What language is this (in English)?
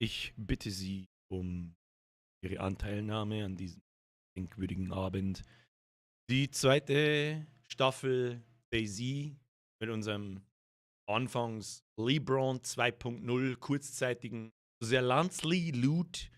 Bavarian